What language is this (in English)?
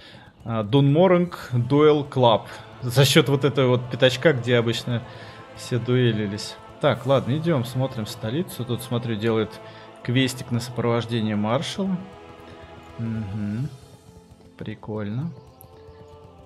Russian